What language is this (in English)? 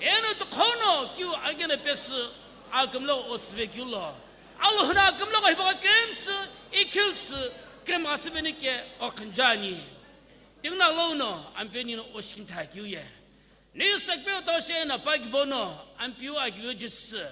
Sumi Naga